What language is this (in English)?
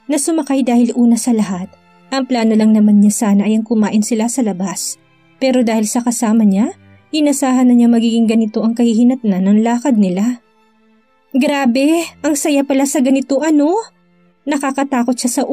Filipino